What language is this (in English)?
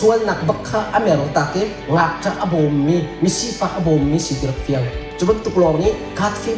Hakha Chin